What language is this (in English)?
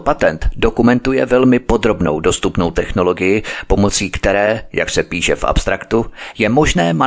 Czech